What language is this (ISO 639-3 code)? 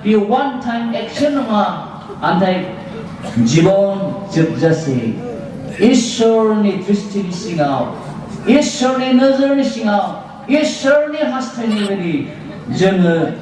brx